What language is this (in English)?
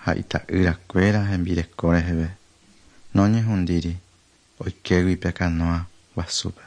Guarani